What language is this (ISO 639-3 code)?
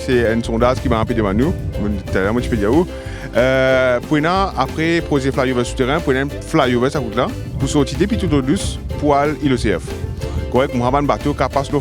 mfe